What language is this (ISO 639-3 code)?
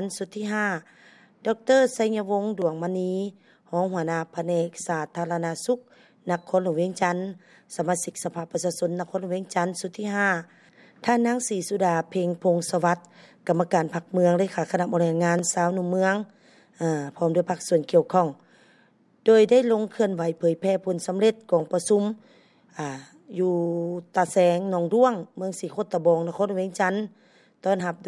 lao